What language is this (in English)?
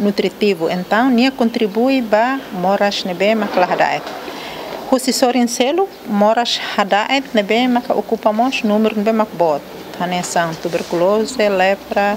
Tetum